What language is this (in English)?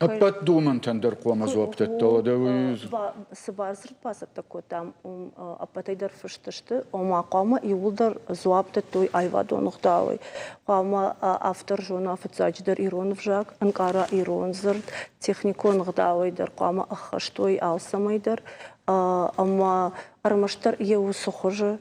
Ossetic